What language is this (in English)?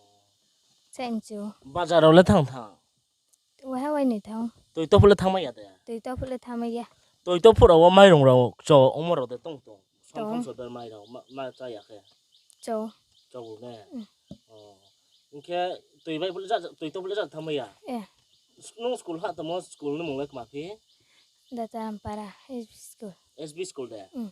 Riang (India)